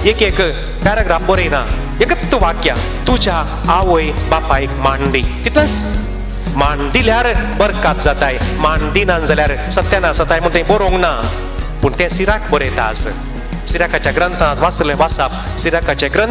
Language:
Konkani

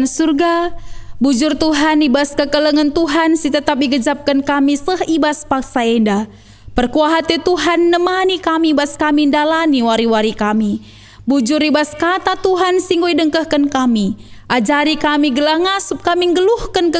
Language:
Batak Karo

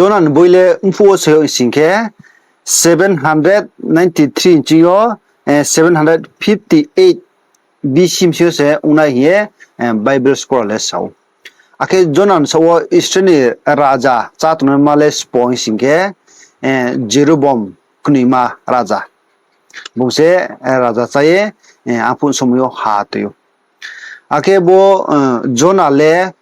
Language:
Riang (India)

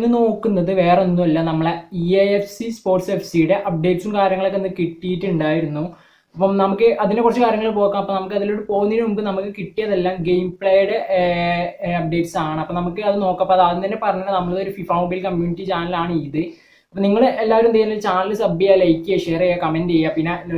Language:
Malayalam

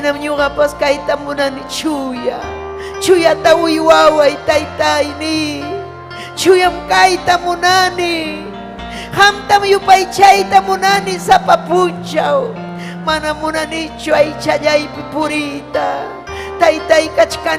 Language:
Ayacucho Quechua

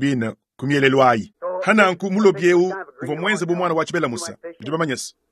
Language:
Luba-Lulua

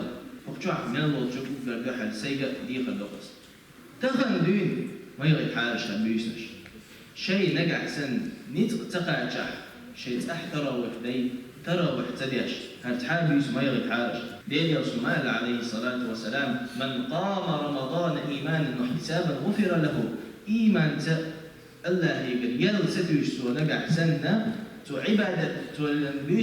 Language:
Chechen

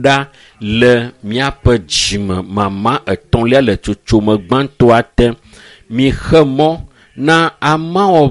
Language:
Ewe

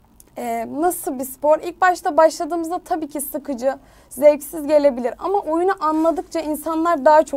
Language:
Turkish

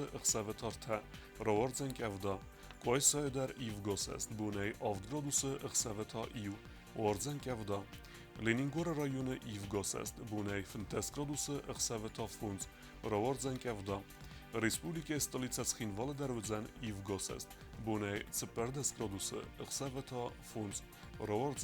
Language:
Ossetic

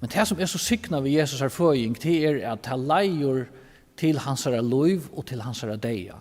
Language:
Faroese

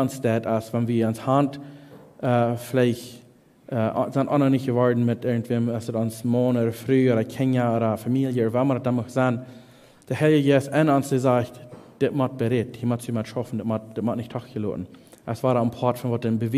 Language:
Plautdietsch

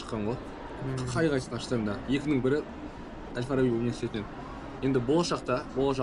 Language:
Kazakh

